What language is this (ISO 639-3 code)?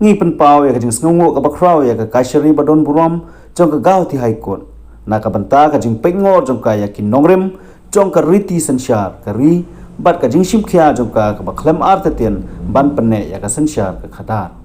kha